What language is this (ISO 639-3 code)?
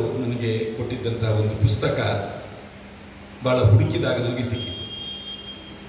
kan